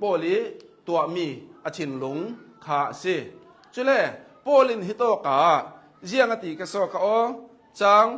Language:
Hakha Chin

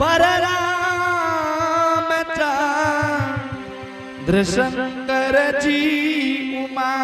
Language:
Angika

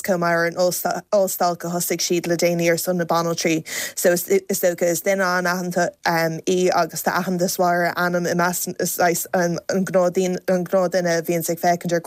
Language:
Irish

